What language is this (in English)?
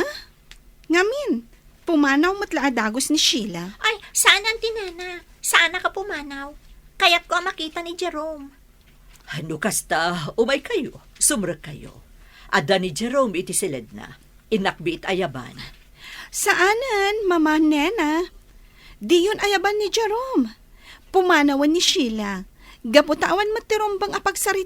Iloko